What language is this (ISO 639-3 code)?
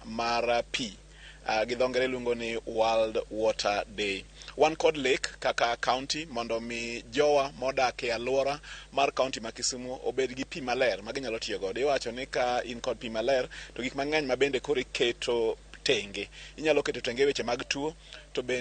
luo